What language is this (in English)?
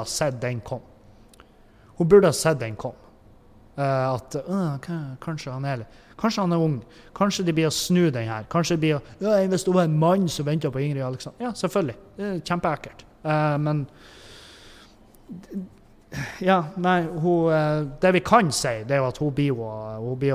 Norwegian